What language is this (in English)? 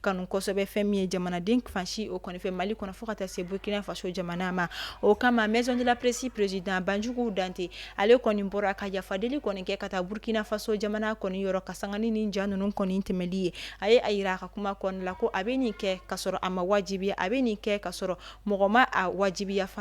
Bambara